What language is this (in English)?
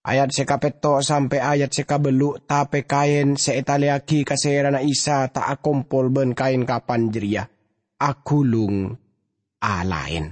Madurese